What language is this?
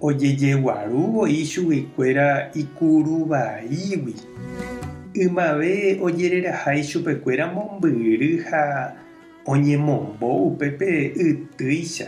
Guarani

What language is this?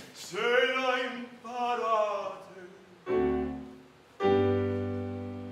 Italian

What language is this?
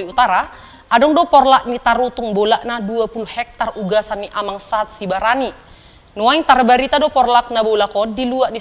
Batak Toba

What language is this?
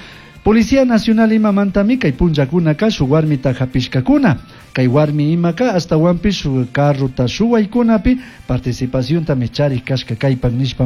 Chimborazo Highland Quichua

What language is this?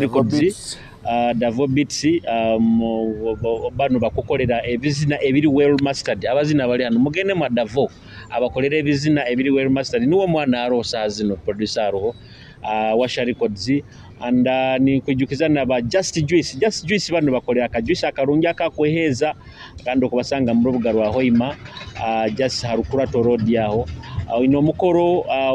Nyoro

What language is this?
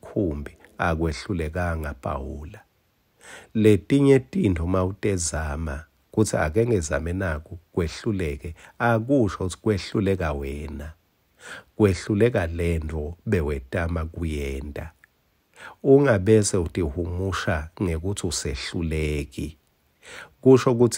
Swati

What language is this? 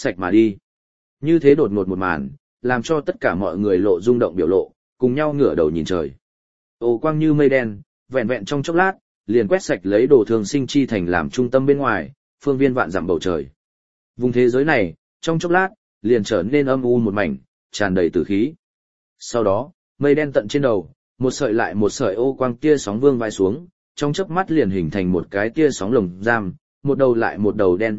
Vietnamese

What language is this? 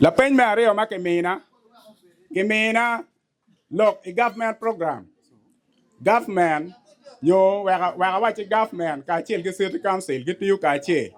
Acoli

